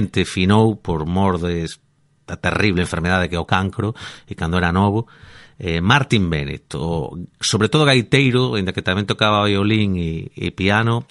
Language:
Galician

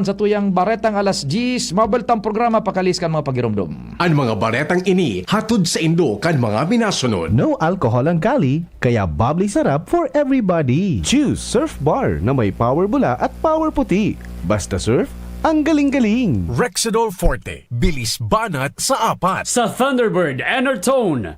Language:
Bikol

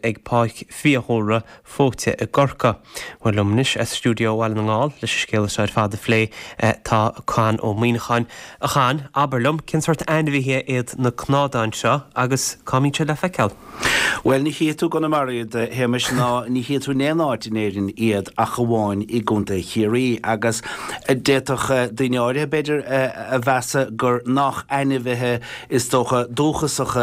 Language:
Irish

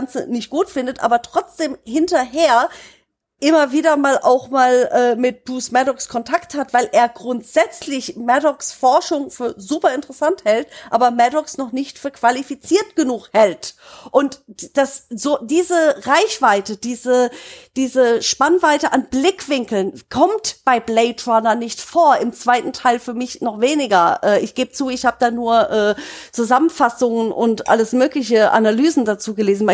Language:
German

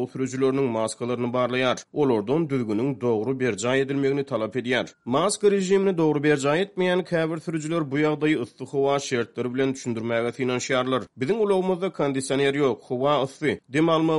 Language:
Turkmen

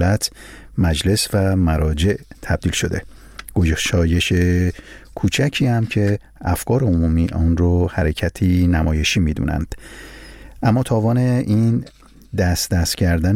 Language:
Persian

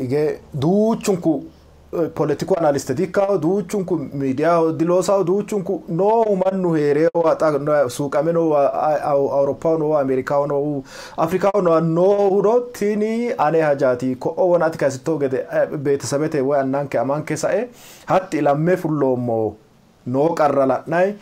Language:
Sidamo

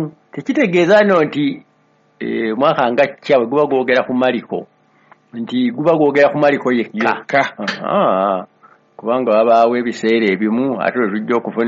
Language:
Ganda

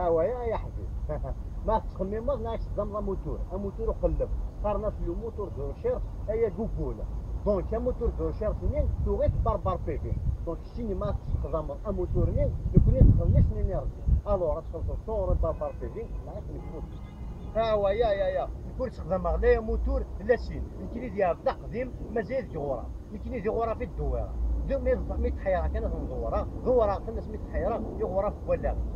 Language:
Kabyle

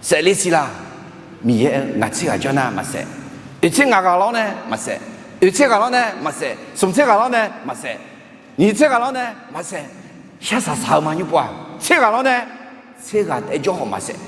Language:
Akha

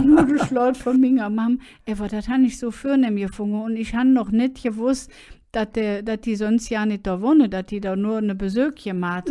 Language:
Colognian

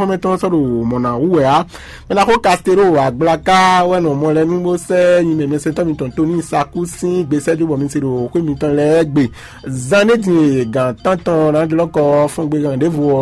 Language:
Fon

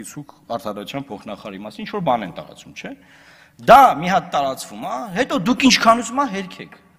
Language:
Armenian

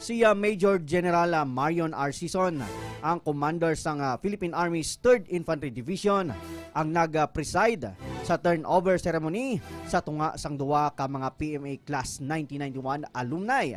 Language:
Hiligaynon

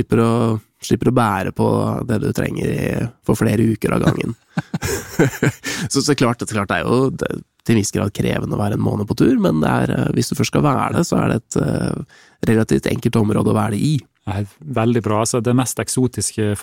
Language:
Norwegian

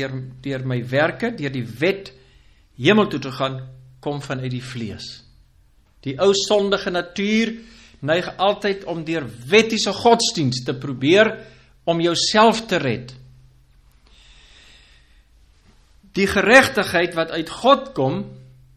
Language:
Afrikaans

